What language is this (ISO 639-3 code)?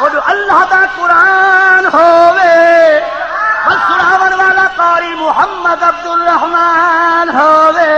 skr